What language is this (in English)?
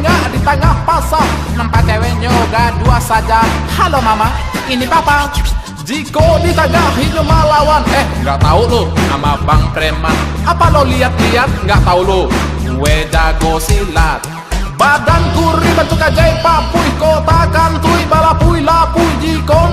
Minangkabau